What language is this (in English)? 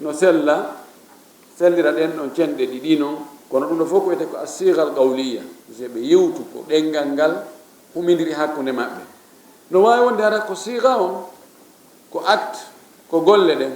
Fula